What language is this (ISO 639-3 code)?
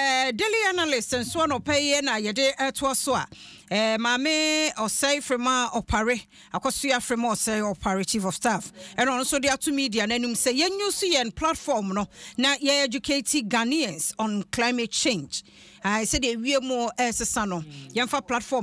aka